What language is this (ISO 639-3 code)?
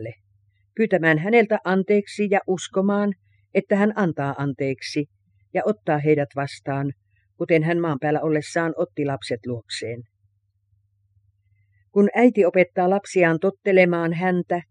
fin